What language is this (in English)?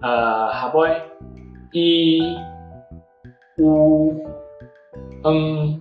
Hakka Chinese